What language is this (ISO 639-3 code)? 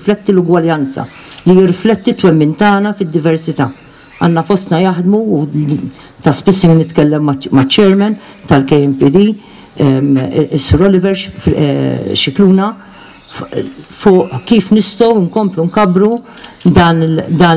mlt